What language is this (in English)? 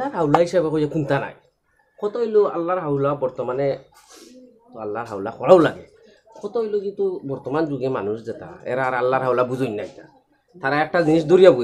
Sylheti